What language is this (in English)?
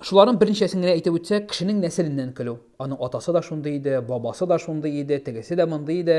Tatar